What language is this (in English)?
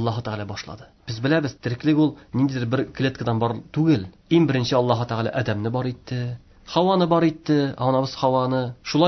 Tatar